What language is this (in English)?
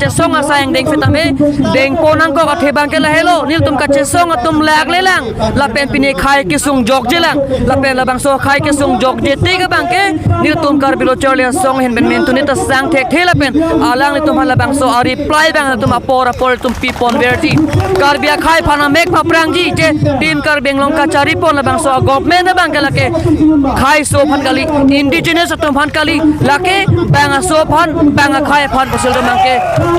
Karbi